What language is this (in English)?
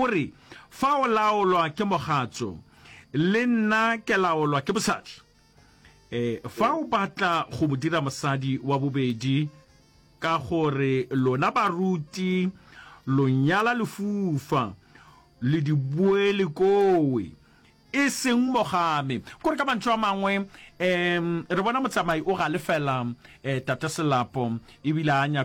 Northern Sotho